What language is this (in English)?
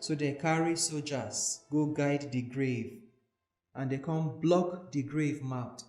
Nigerian Pidgin